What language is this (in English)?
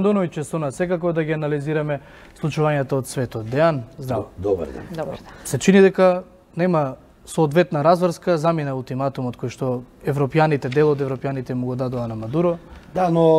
Macedonian